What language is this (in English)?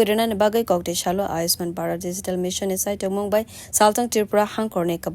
Kok Borok